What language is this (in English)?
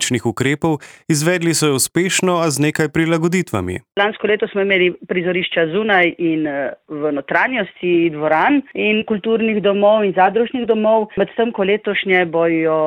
Slovenian